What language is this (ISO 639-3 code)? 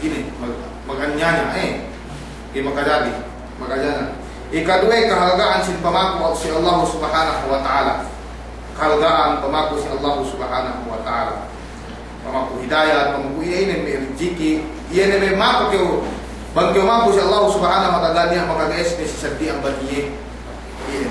yka